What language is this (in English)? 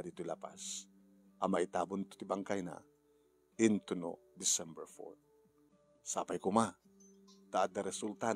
Iloko